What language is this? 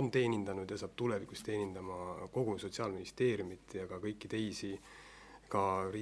Estonian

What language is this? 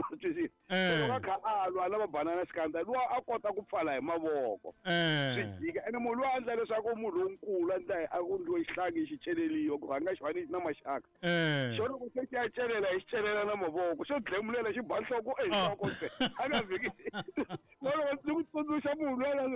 Tsonga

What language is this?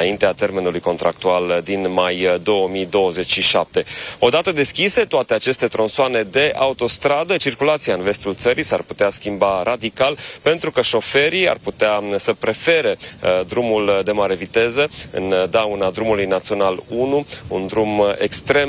Romanian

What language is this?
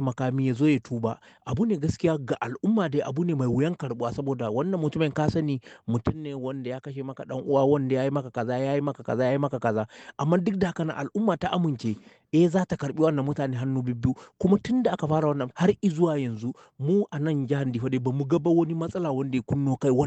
Hausa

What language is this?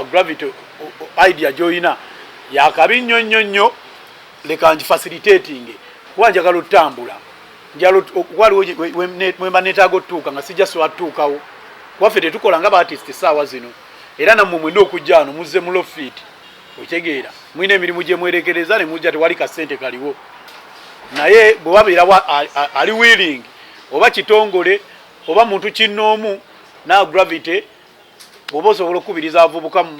Ganda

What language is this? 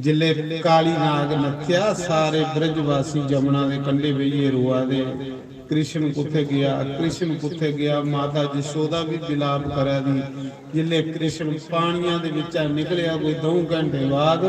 Dogri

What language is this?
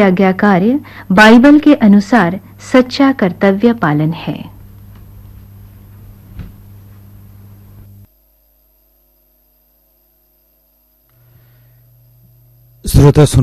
Hindi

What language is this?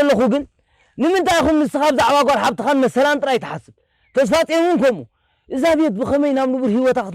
Tigrinya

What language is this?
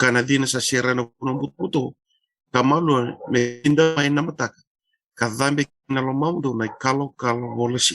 Fijian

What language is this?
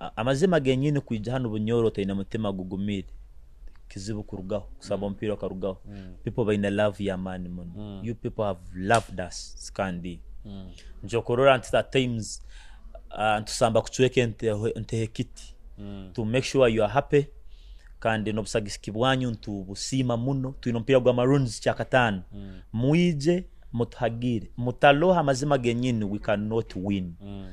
Nyoro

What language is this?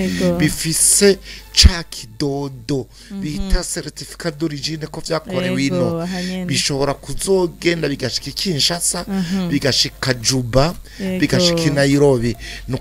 Rundi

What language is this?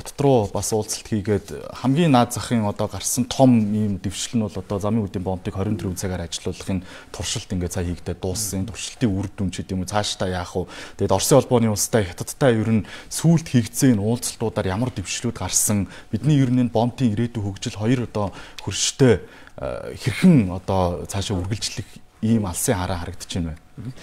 Mongolian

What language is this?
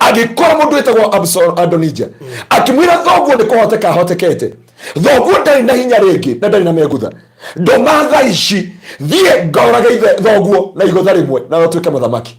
Kikuyu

